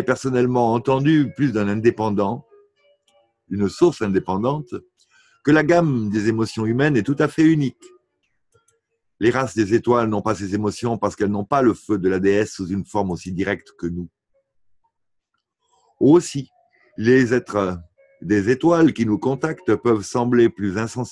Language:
French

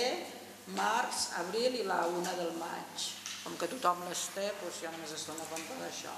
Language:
Catalan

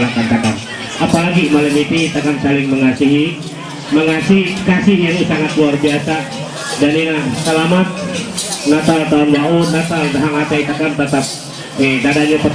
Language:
Ma'anyan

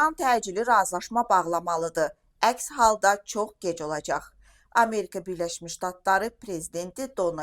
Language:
Azerbaijani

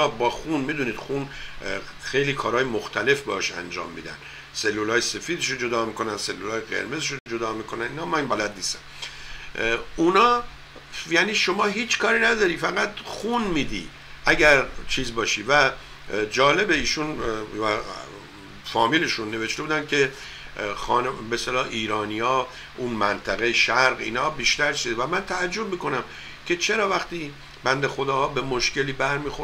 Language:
Persian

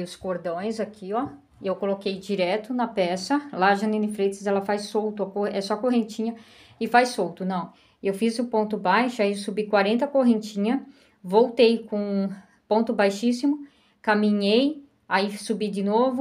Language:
Portuguese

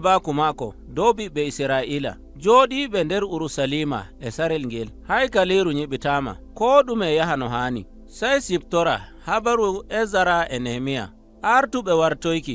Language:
Nigerian Fulfulde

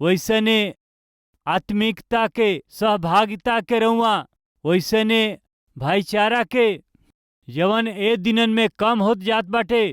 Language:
Bhojpuri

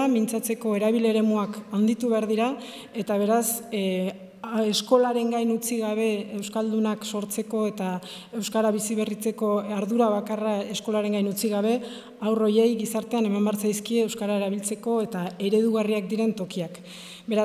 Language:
Basque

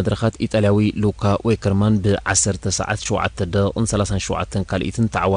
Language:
Tigrinya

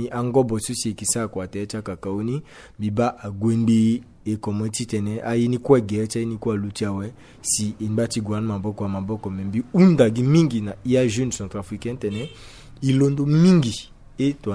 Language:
Sango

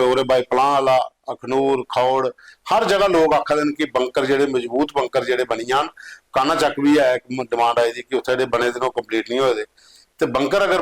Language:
Dogri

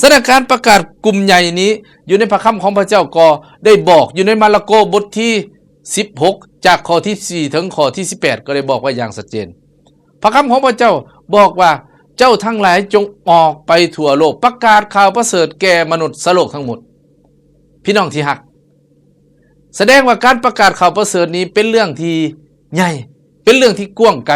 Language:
Lao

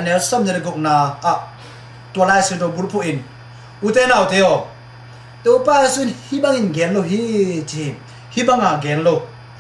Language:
Tedim Chin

